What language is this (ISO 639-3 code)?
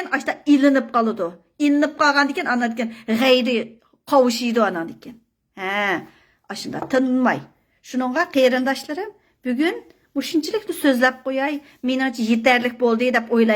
uig